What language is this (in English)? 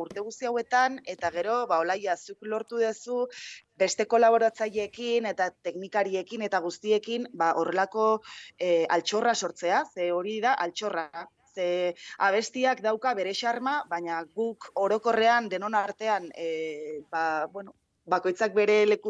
Basque